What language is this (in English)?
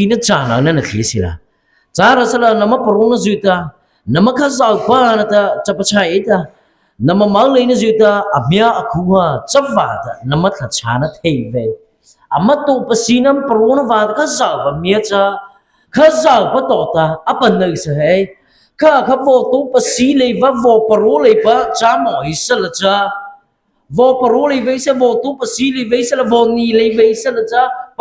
Mara Chin